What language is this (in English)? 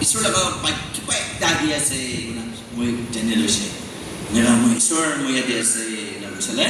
Naga Pidgin